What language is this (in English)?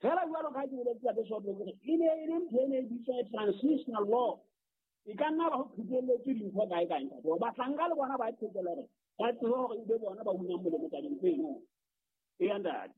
Southern Sotho